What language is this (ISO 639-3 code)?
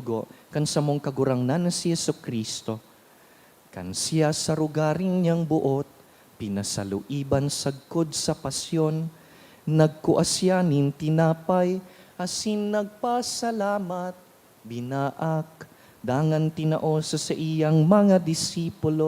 bik